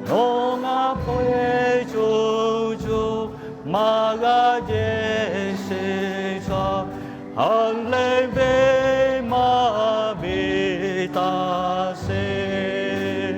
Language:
Lahu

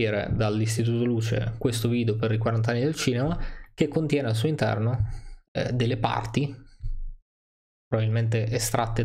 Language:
Italian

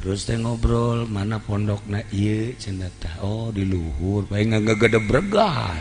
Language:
Sundanese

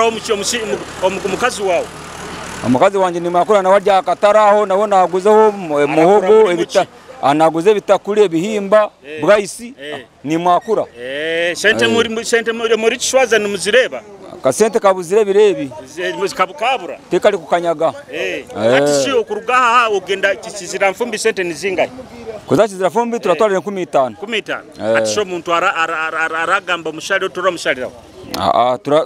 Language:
Nyoro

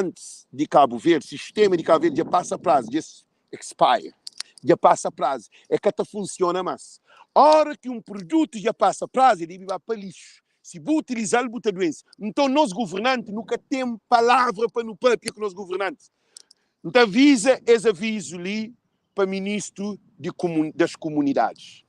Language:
Kabuverdianu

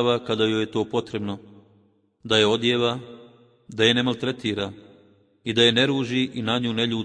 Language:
Bosnian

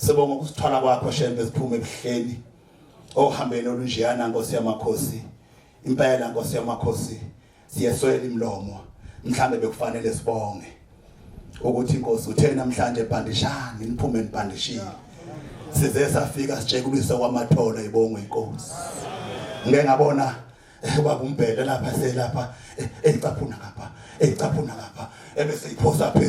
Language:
Zulu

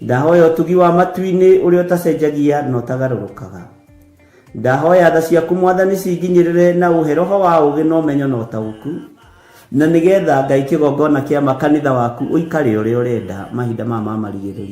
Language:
Kikuyu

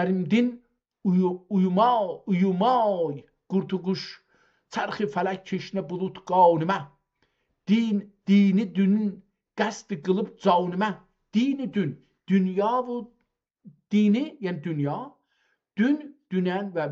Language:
South Azerbaijani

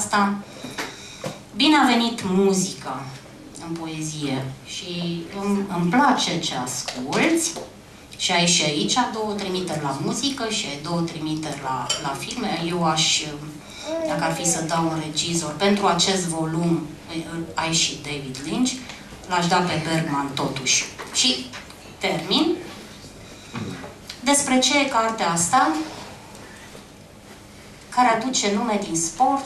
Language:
Romanian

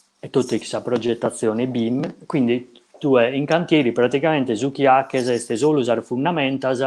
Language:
Sardinian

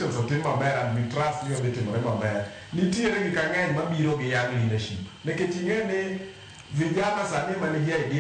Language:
Luo (Kenya and Tanzania)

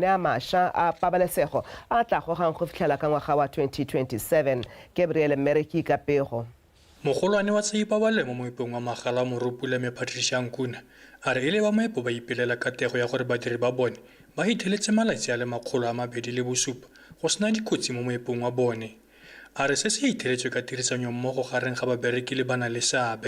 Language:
Tswana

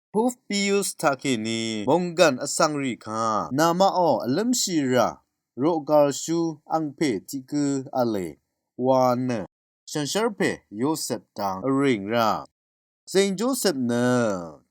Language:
Rawang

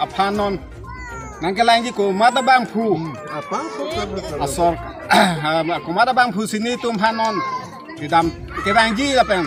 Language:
Karbi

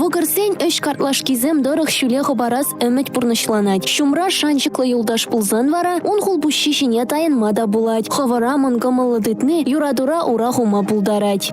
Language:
Chuvash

